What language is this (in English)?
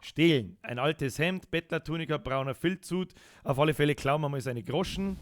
Bavarian